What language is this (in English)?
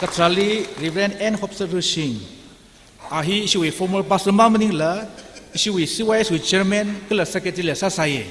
Tangkhul Naga (India)